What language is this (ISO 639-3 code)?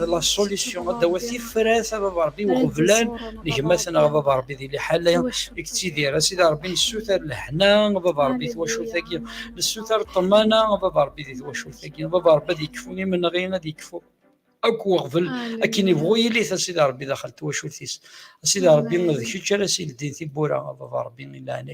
kab